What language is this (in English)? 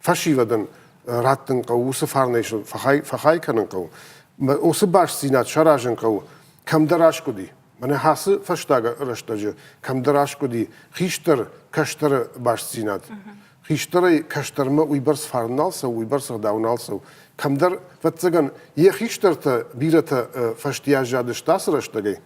Ossetic